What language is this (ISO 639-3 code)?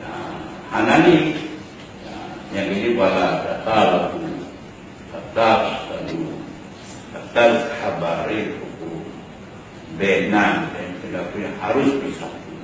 ace